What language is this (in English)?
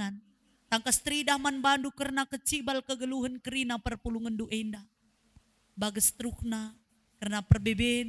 Batak Karo